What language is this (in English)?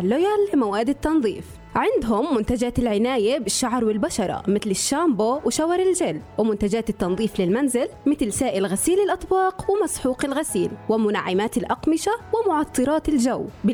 Arabic